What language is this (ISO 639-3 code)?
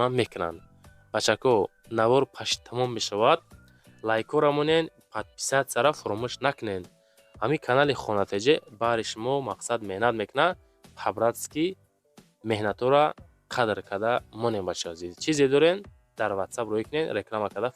tgk